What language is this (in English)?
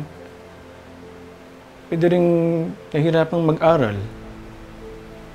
Filipino